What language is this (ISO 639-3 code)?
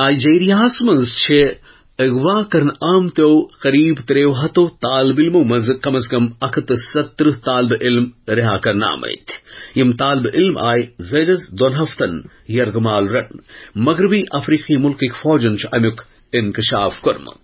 kas